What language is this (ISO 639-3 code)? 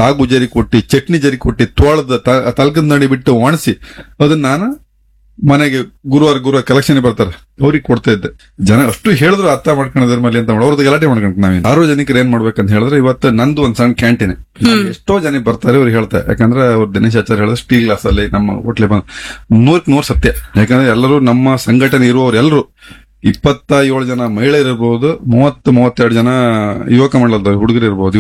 kan